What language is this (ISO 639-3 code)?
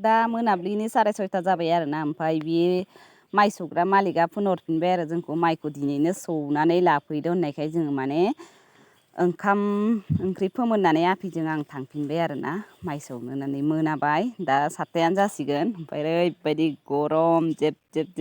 brx